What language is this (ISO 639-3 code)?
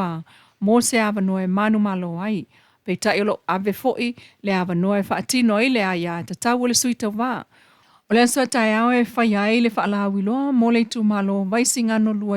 smo